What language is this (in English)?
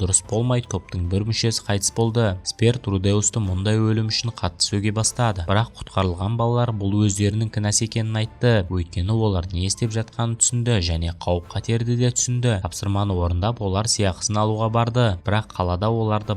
Kazakh